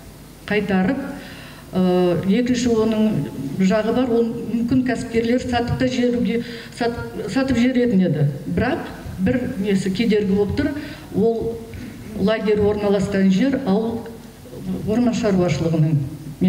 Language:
Kazakh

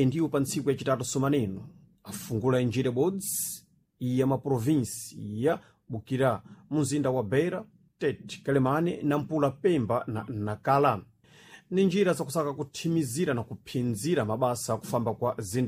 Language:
Sena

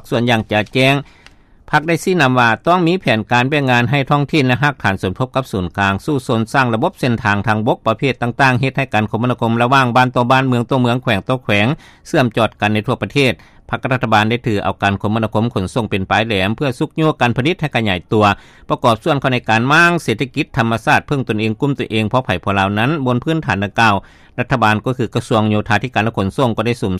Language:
Lao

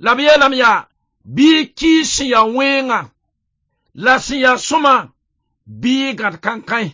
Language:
Mossi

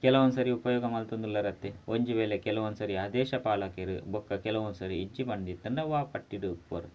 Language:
Tulu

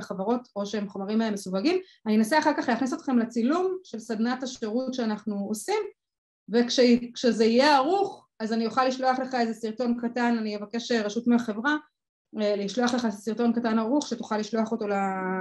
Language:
Hebrew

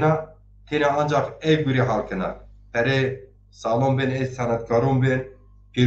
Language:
Zaza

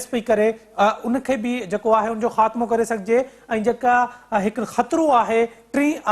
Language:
Sindhi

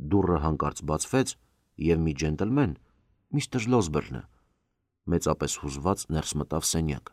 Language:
Armenian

